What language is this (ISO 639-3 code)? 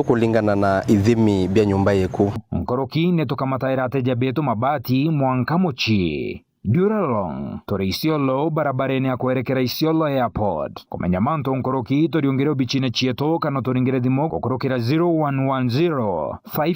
mer